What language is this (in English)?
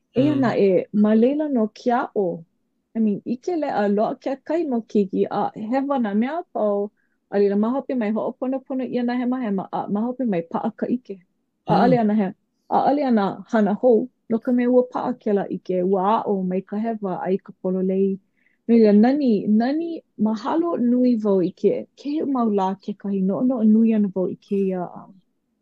Hawaiian